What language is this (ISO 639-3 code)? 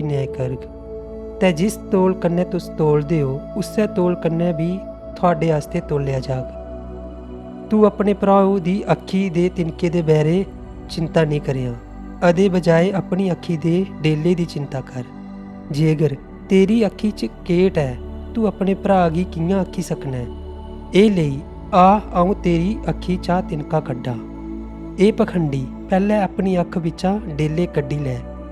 doi